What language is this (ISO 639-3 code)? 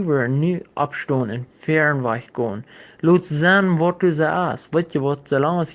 pdt